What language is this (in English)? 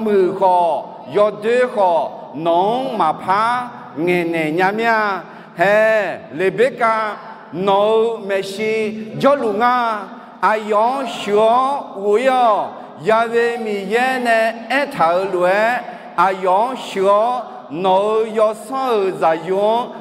Akha